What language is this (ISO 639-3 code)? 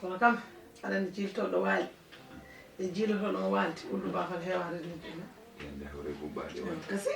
ful